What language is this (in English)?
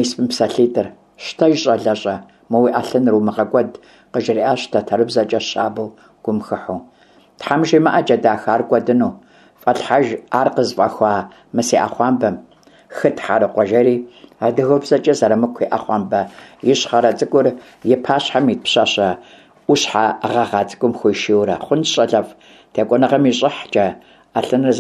Kabardian